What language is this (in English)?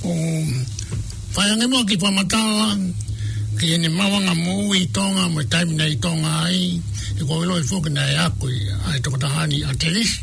Tongan